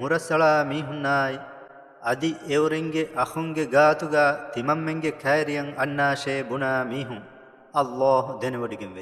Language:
Divehi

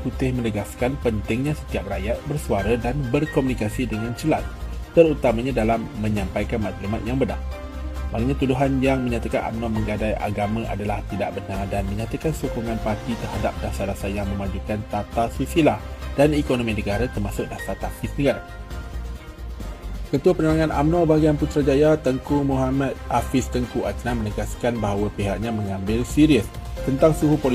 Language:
Malay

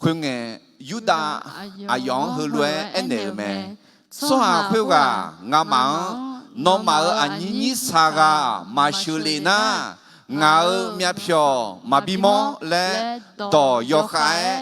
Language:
Akha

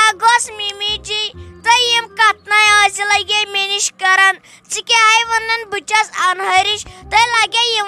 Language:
Kashmiri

